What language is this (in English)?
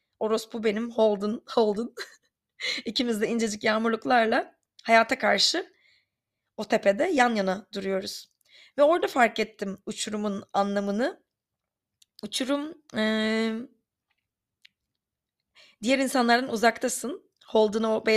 Turkish